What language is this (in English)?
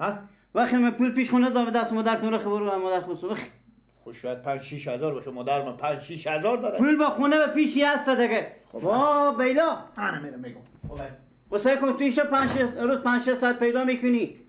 Persian